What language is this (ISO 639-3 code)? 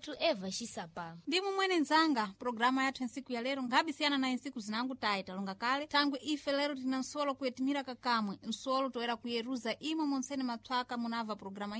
seh